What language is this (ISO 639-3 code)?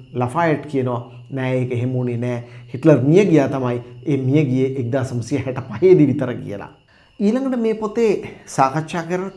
sin